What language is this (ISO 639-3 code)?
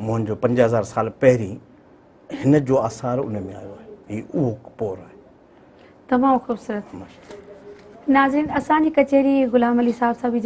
snd